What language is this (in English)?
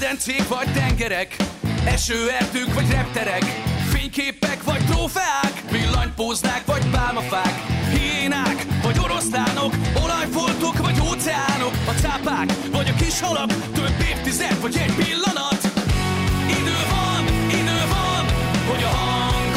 Hungarian